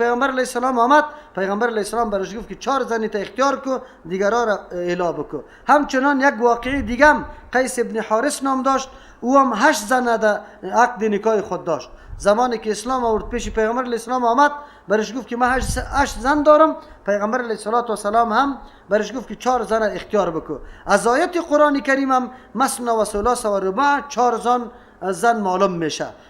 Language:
Persian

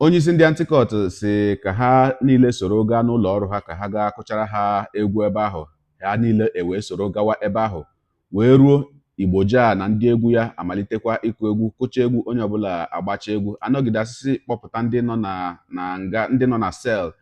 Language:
Igbo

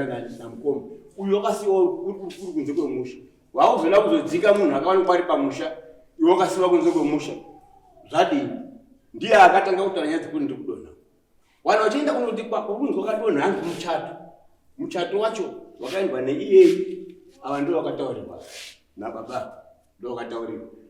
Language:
Shona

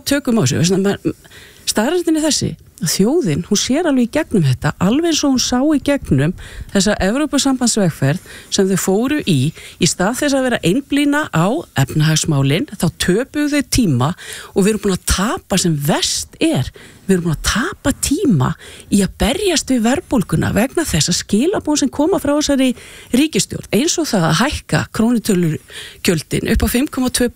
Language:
Icelandic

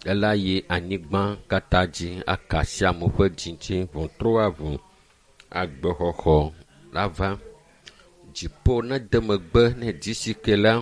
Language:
Ewe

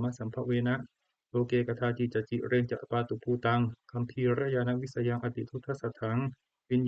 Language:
Pali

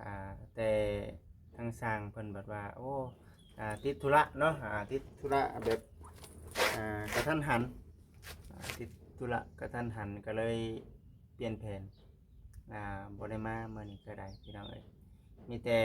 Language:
Lao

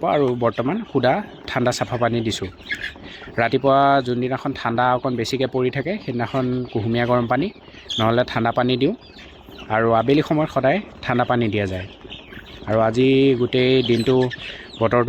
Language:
Assamese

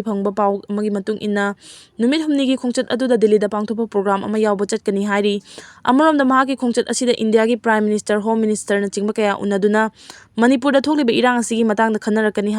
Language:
Manipuri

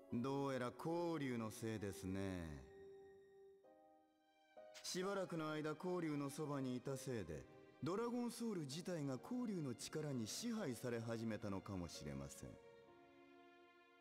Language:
Japanese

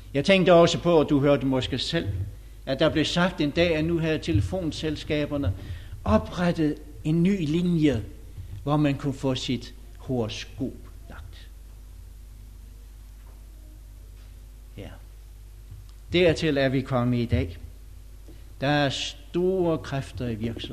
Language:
Danish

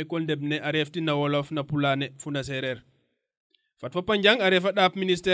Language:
Serer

